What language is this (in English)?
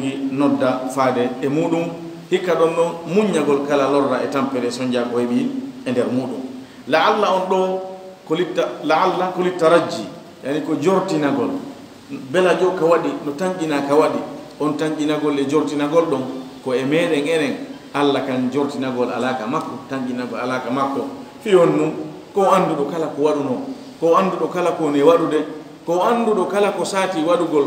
Fula